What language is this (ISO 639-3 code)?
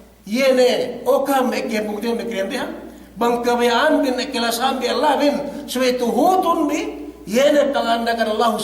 yka